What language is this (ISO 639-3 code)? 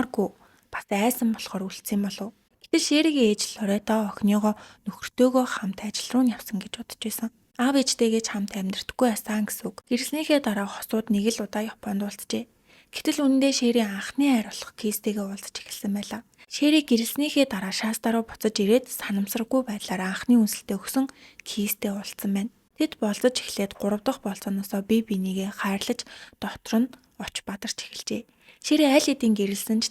mon